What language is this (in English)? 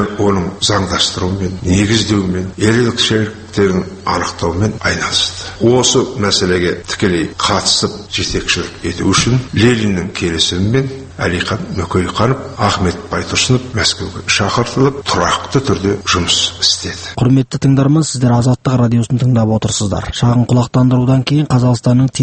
Kazakh